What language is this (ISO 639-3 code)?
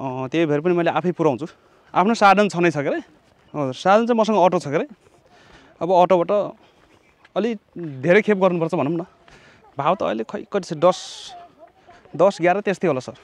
nep